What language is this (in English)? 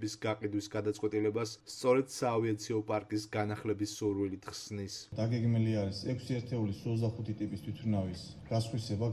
Georgian